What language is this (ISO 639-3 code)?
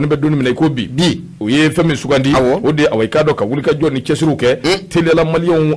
bam